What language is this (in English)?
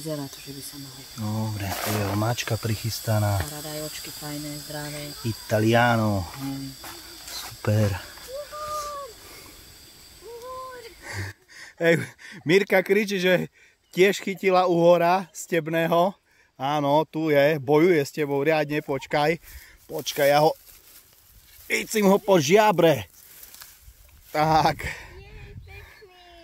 Slovak